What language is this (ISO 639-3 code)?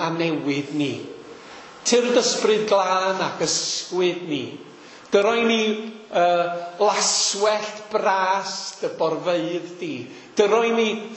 cym